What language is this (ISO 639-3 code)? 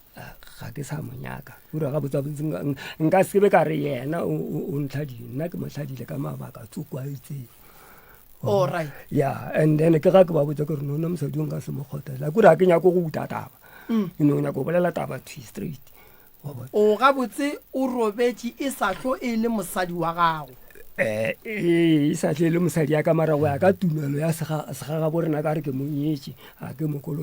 nso